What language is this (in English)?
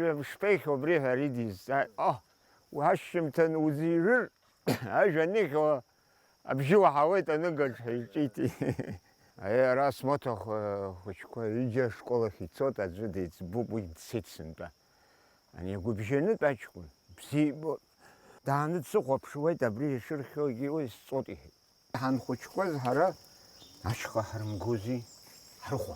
Abkhazian